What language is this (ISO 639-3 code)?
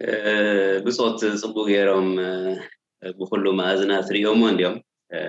tir